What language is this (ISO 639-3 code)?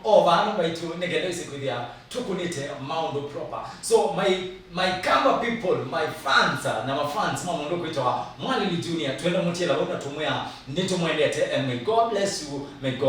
kam